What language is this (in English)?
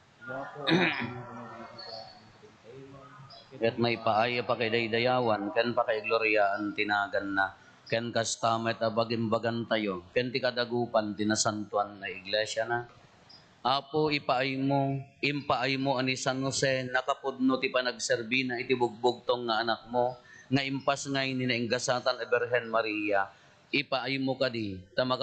Iloko